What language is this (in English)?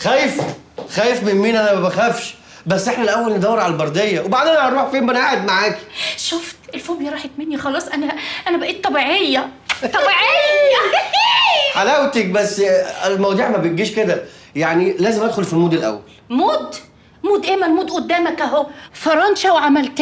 Egyptian Arabic